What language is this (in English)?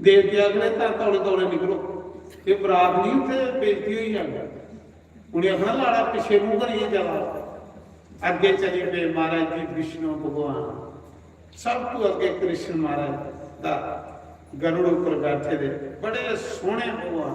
Dogri